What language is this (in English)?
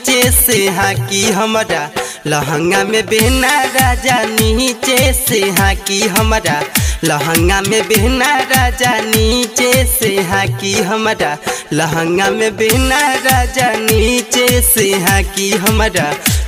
Bhojpuri